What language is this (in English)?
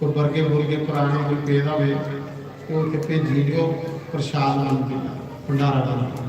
Dogri